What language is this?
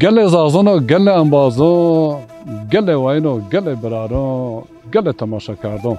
Zaza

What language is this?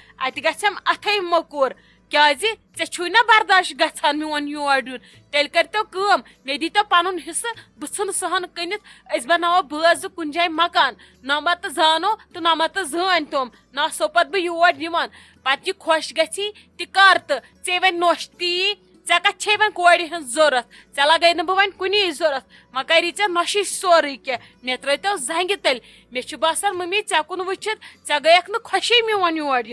Kashmiri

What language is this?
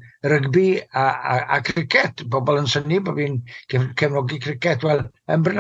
Welsh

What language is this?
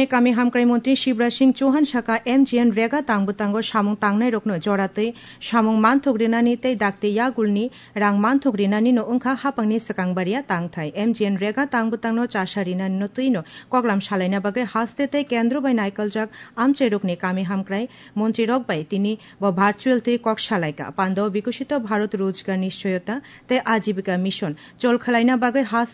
Kok Borok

